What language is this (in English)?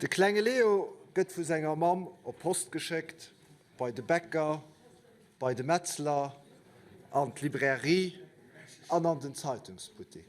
Luxembourgish